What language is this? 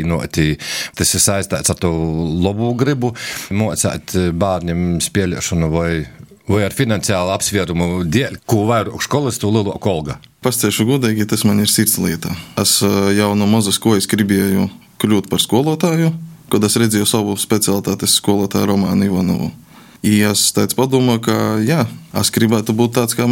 Latvian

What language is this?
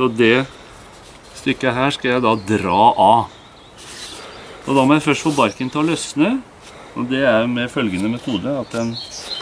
Norwegian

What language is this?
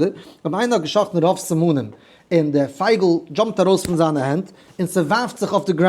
Yiddish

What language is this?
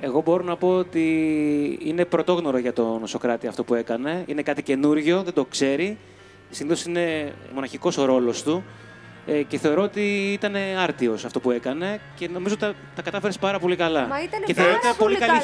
Greek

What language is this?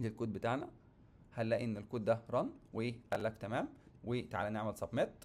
Egyptian Arabic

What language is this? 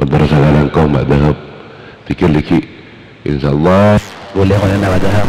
Madurese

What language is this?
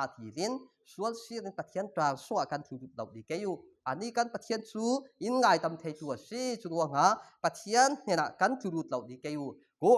Falam Chin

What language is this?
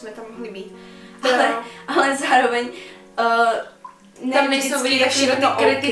Czech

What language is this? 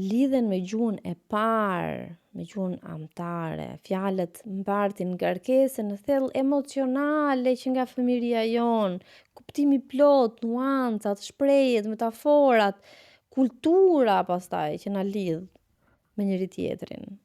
Albanian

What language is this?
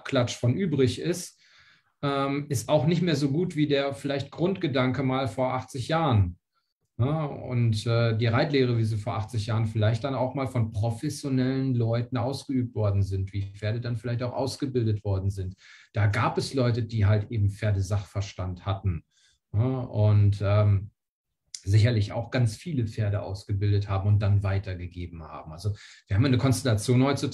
German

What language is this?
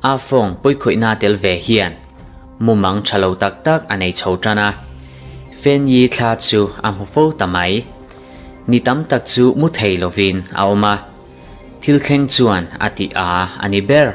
Mizo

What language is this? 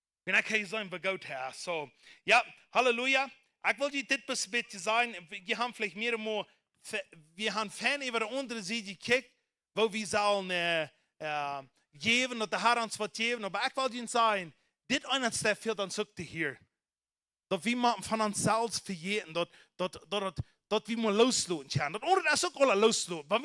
Plautdietsch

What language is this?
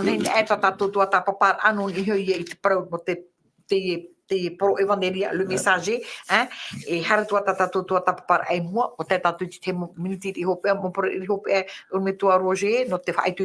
Tahitian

